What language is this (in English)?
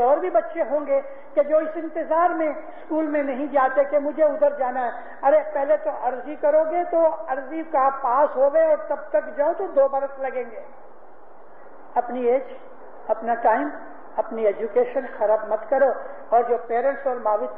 Urdu